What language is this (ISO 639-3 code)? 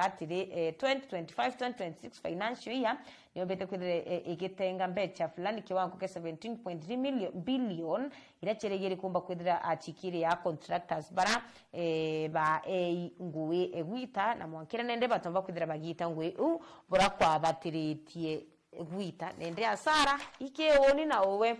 mer